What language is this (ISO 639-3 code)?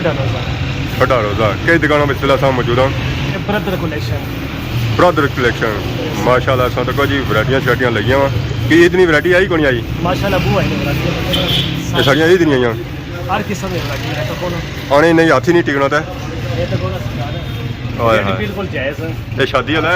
phr